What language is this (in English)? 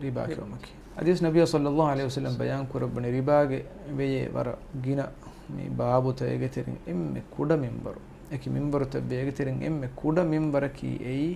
Divehi